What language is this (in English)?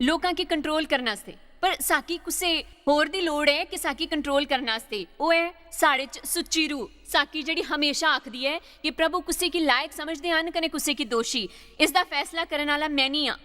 Dogri